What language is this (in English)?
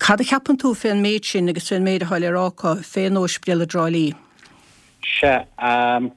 Irish